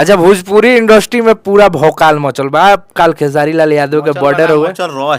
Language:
Bhojpuri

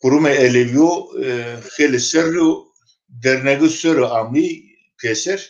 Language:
Zaza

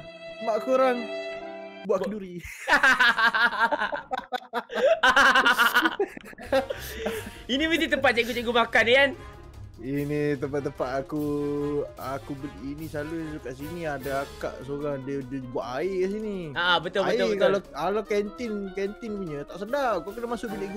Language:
Malay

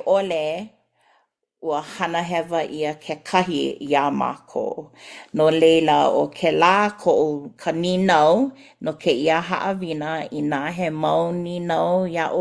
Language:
Hawaiian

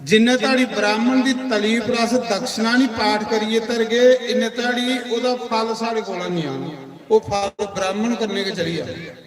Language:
Dogri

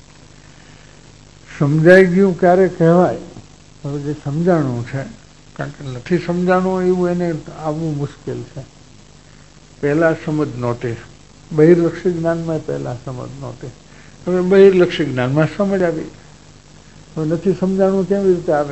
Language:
Gujarati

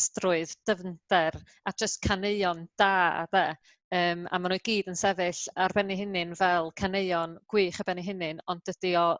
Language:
Welsh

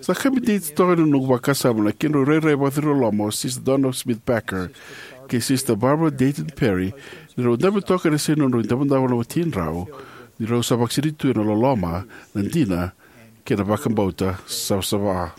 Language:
Fijian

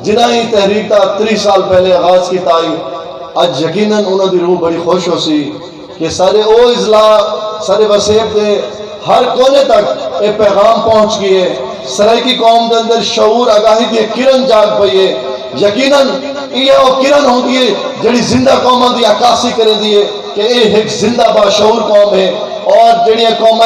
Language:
Saraiki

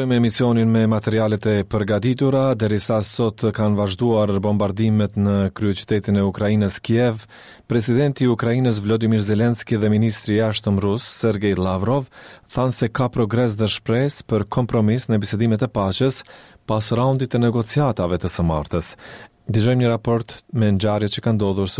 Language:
Albanian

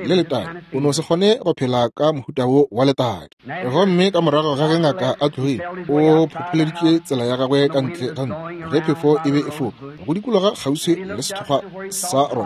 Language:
Northern Sotho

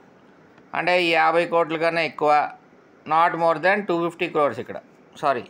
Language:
Telugu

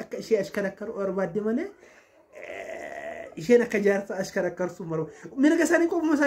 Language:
Oromo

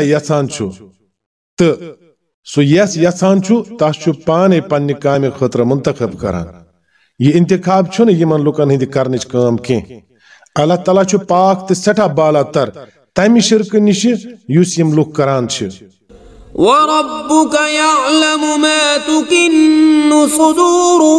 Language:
Kashmiri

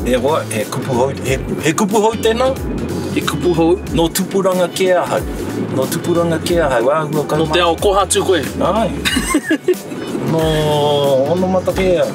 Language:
Māori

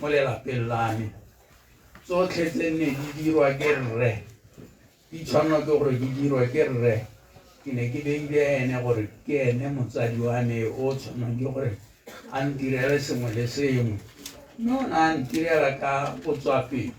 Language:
Tswana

